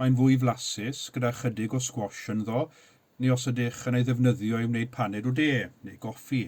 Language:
Welsh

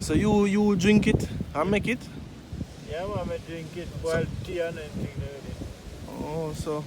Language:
Jamaican Creole English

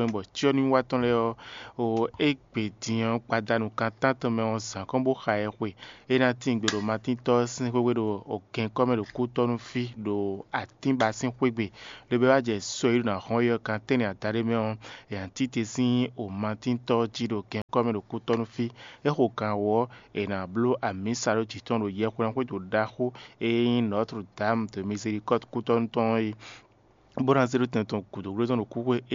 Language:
Fon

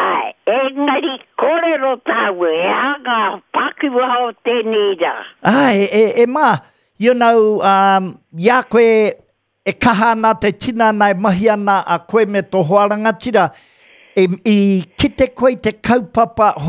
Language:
Māori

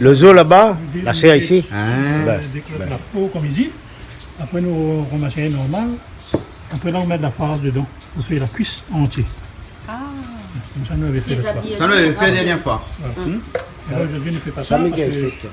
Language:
Réunion Creole French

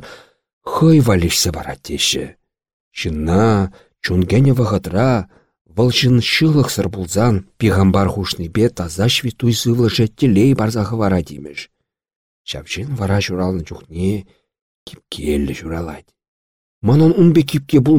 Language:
Chuvash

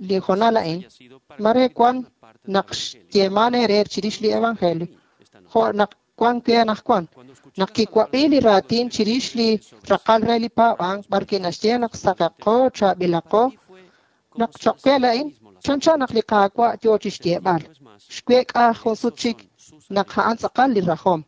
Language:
Kekchí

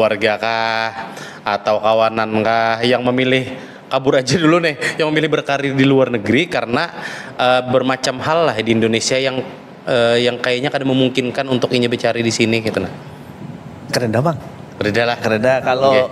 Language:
Banjar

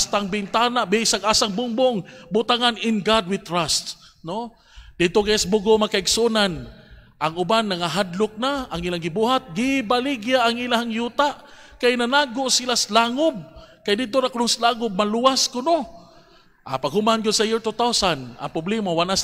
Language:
Cebuano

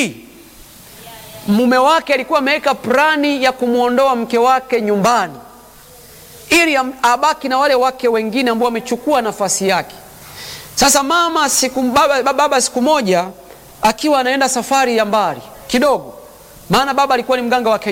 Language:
Swahili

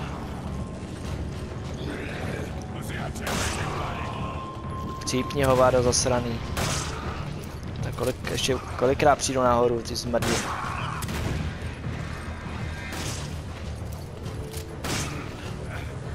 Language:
Czech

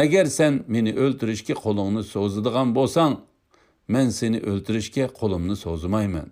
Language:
Uyghur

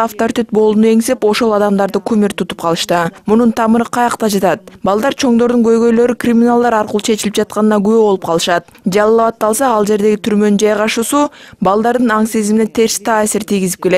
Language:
Kyrgyz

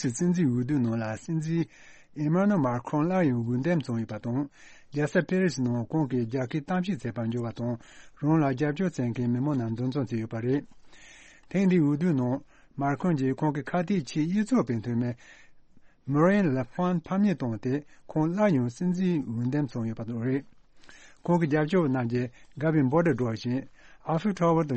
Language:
Tibetan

